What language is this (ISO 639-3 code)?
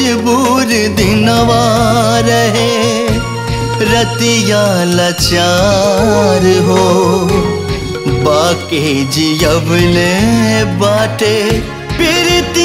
bho